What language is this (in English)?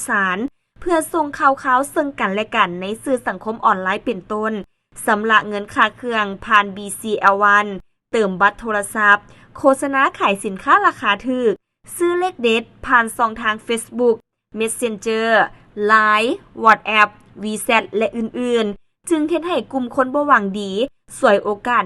Lao